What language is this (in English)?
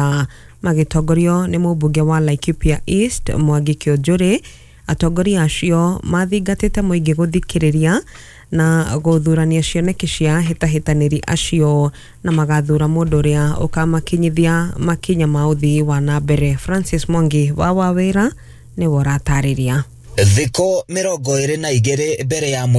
Kikuyu